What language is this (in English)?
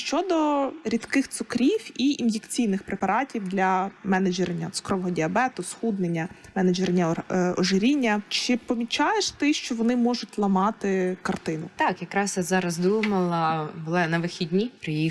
Ukrainian